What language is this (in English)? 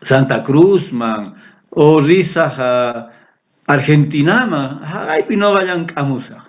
South Bolivian Quechua